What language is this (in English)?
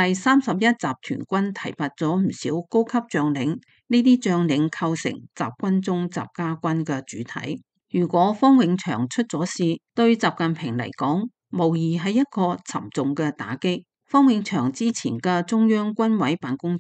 Cantonese